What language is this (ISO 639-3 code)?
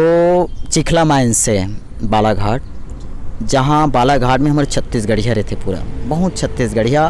hne